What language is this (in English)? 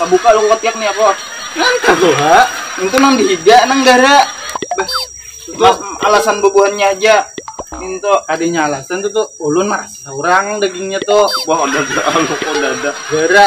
Banjar